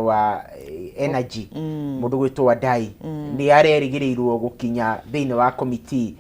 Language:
Kikuyu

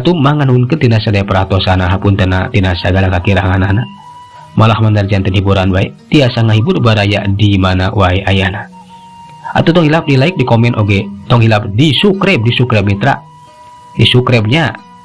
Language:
Sundanese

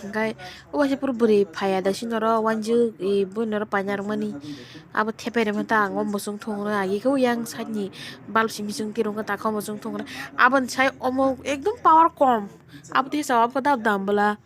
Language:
Kok Borok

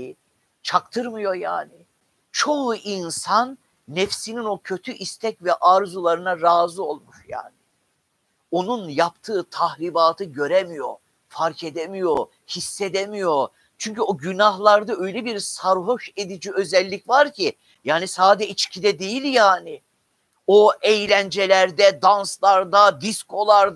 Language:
Turkish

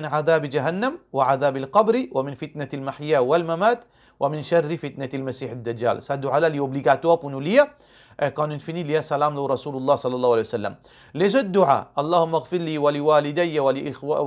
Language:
Morisyen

